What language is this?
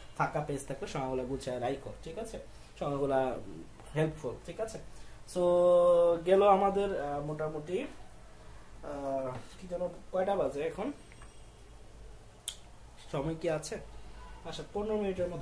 Bangla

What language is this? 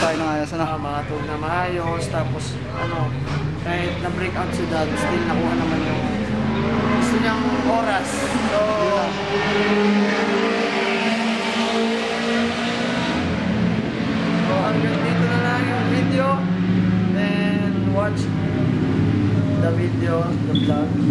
Filipino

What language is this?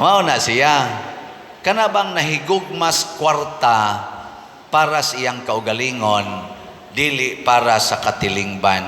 Cebuano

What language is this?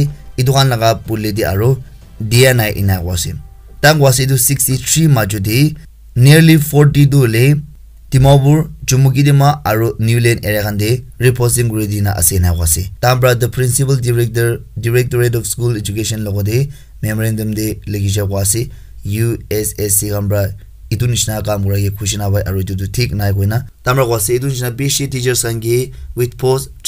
Naga Pidgin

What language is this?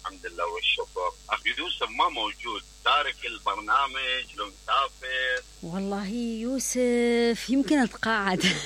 Mesopotamian Arabic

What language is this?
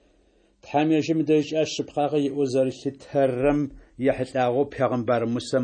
Adyghe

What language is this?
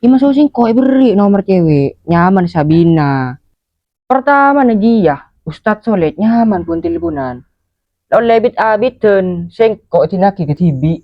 Madurese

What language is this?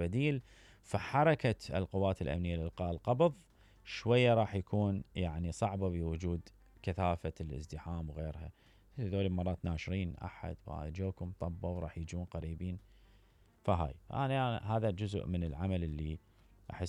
Mesopotamian Arabic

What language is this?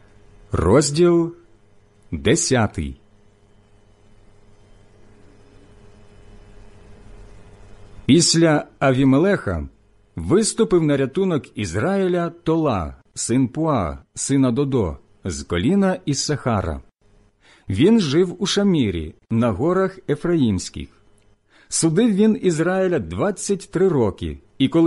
Ukrainian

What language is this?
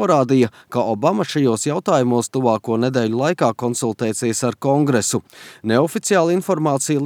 Latvian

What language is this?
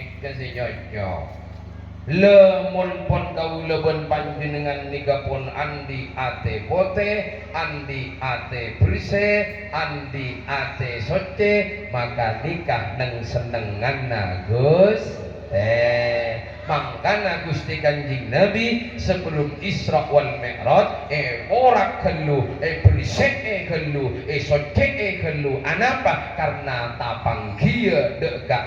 Madurese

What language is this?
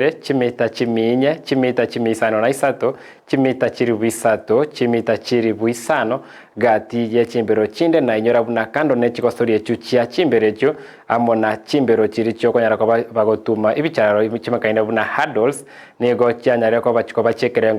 Gusii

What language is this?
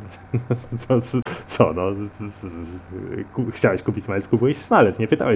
Polish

